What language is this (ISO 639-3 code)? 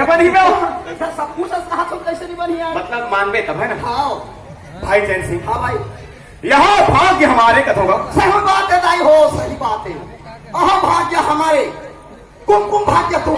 hne